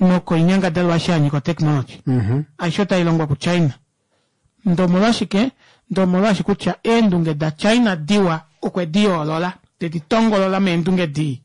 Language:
Kuanyama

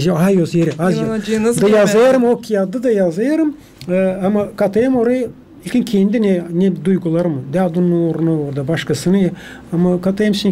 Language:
Gagauz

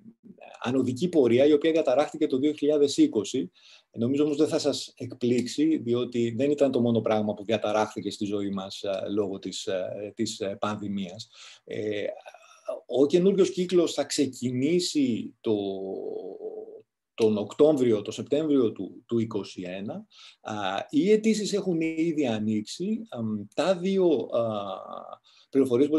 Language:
Greek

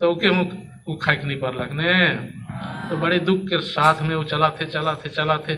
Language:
Sadri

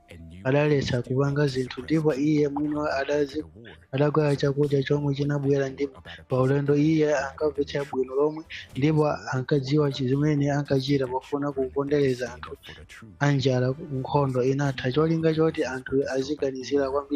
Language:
Nyanja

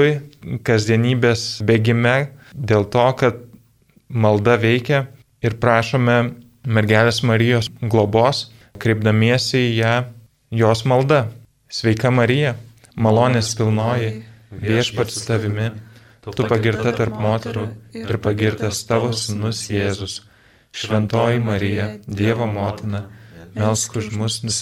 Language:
Lithuanian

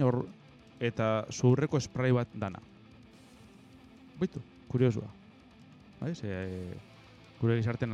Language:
Basque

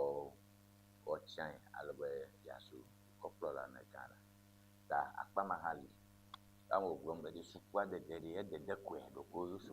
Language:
Ewe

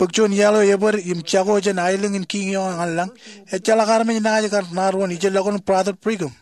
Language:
Marshallese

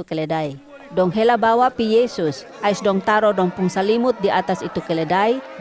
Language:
Kupang Malay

